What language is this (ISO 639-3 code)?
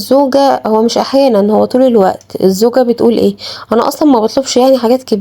arz